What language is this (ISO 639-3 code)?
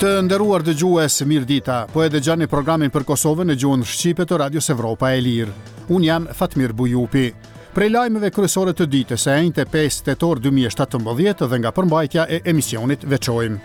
sqi